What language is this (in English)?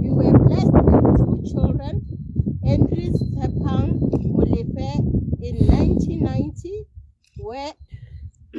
Tswana